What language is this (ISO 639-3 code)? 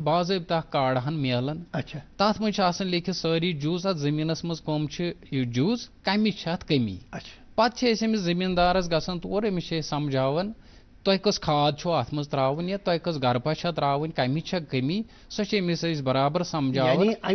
kas